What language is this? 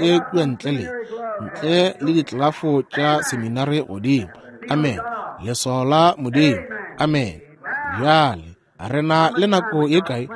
Northern Sotho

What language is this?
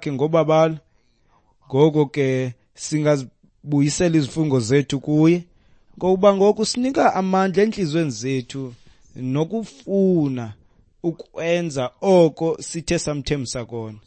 Xhosa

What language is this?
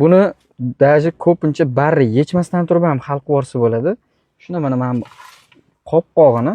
Uzbek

